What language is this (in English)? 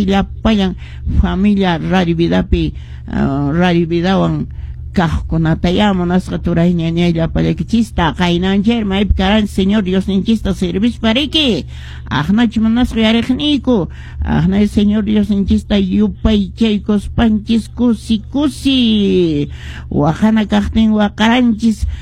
Quechua